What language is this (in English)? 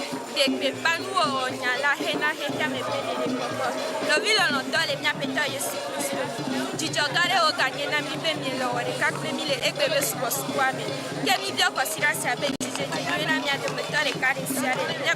Ewe